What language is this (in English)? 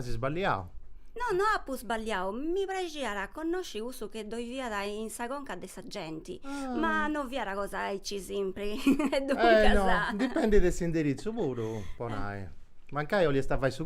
Sardinian